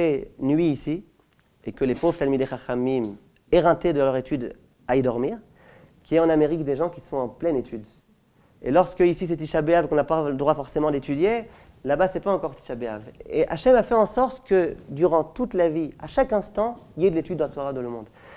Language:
French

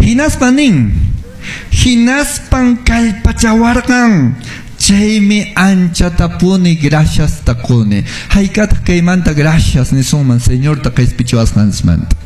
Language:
Quechua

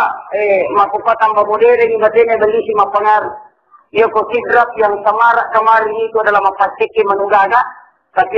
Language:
Buginese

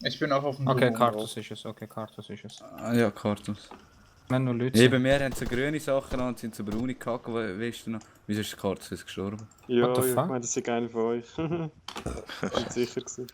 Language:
Swiss German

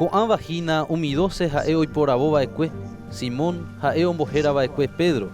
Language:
Guarani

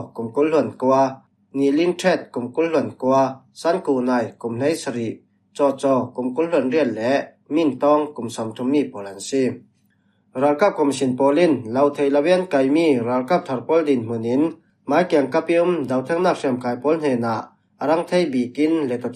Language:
Falam Chin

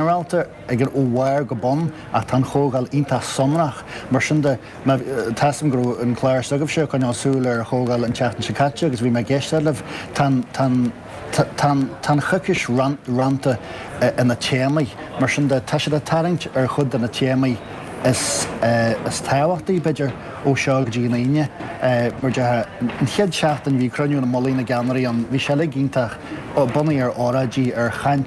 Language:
Irish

